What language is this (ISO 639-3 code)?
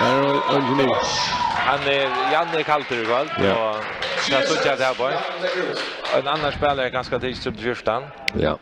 fao